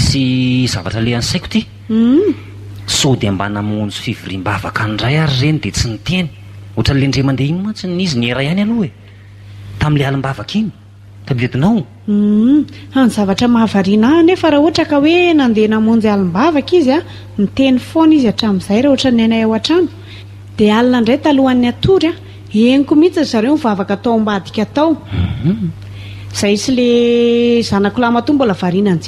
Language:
Malagasy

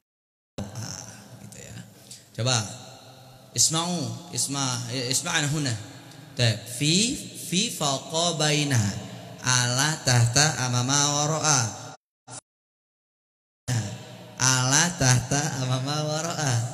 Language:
Indonesian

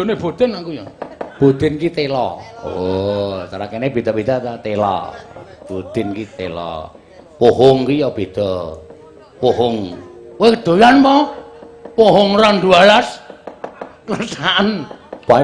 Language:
Javanese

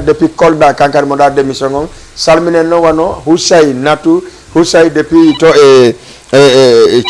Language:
Fula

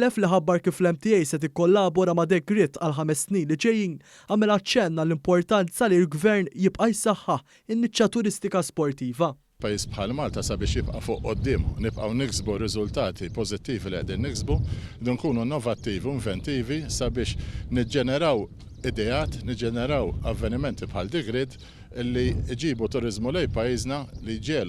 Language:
Maltese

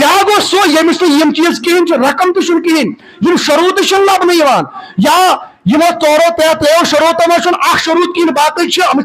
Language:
Kashmiri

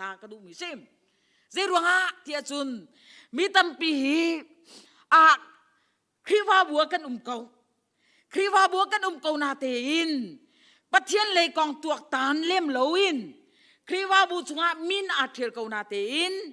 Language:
Hakha Chin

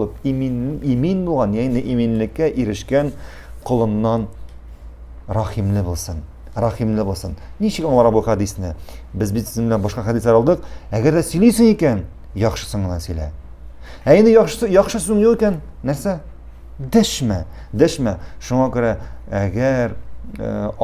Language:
Tatar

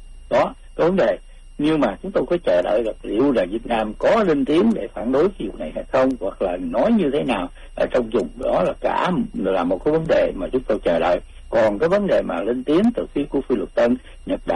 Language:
Vietnamese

